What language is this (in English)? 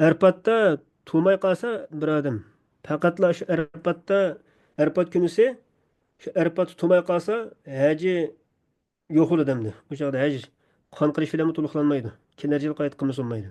Uyghur